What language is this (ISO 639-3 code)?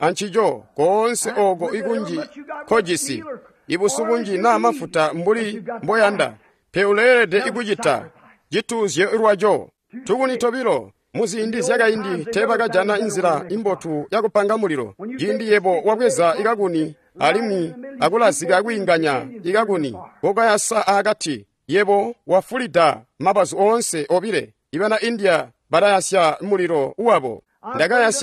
toi